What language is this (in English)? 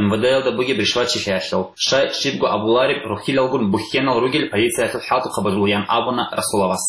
Avaric